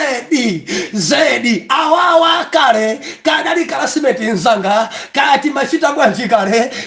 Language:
Nyanja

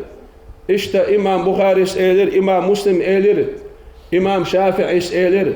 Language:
Chechen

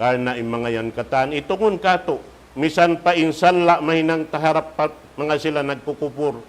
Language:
Tausug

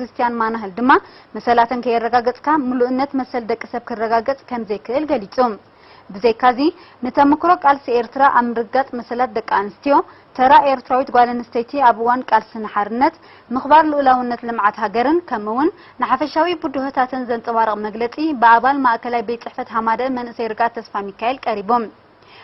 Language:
Tigrinya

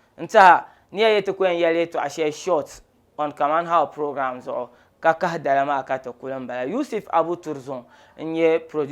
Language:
Dagbani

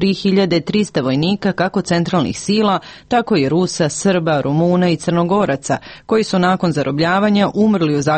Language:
Serbian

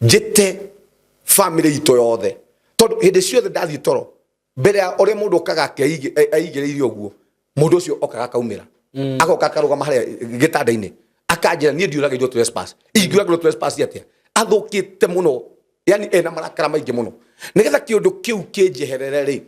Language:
Kikuyu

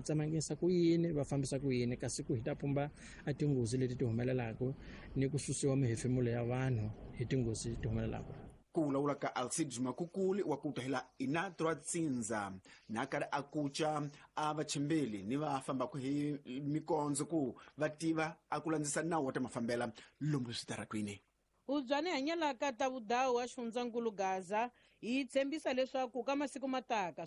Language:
Tsonga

